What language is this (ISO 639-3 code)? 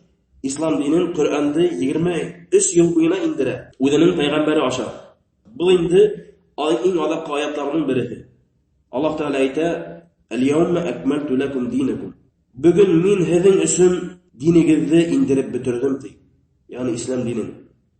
bak